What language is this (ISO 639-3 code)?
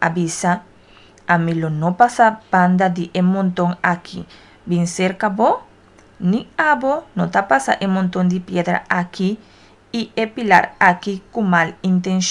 pap